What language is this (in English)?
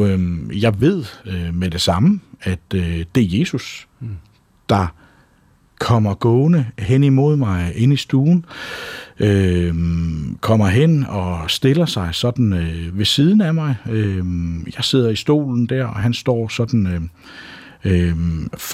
Danish